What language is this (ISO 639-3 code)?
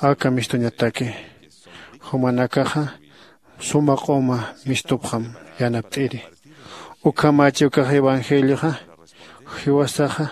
aym